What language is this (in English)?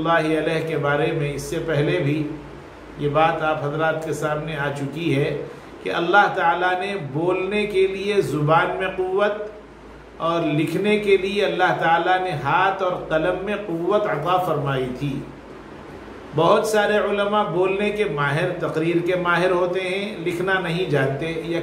Urdu